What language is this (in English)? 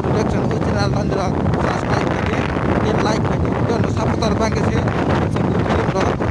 Kok Borok